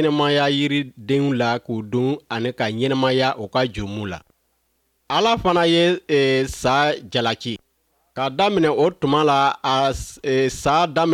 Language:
Bambara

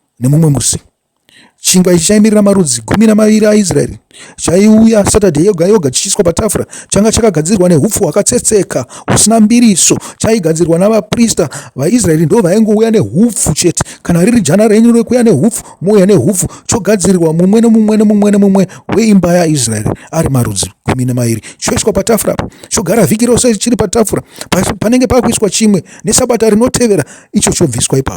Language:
Shona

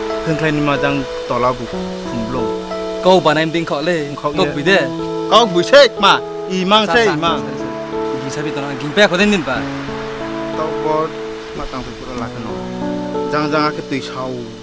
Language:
Riang (India)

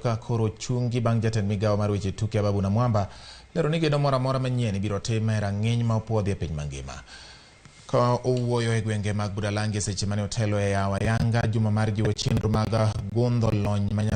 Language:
Luo (Kenya and Tanzania)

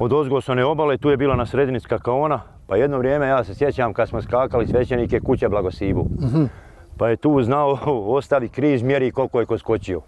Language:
Bosnian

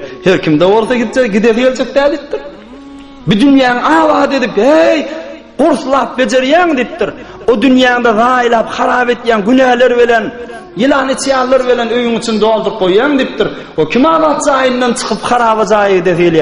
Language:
Turkmen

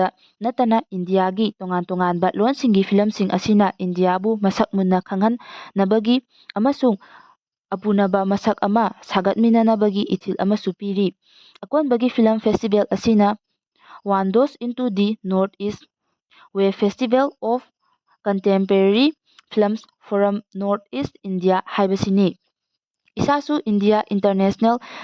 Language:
Manipuri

